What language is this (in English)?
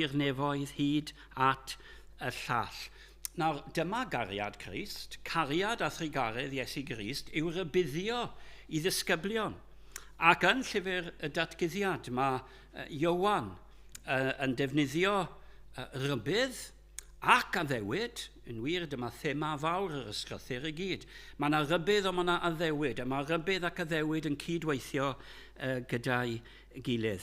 Welsh